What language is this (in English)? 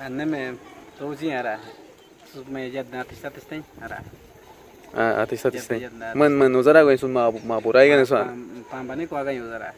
Awa-Cuaiquer